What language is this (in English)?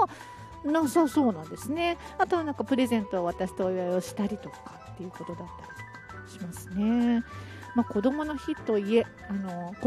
Japanese